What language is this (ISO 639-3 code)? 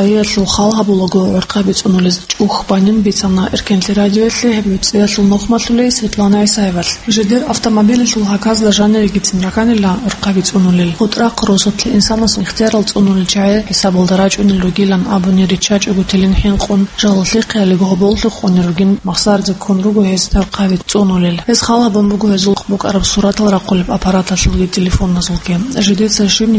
ava